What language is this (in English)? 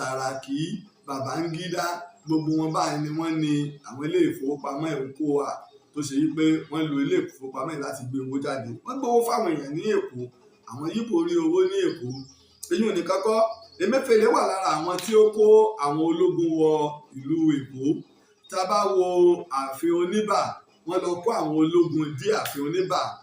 Yoruba